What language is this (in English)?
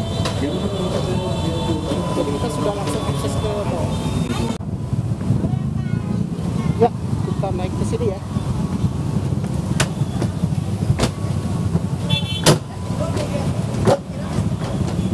Indonesian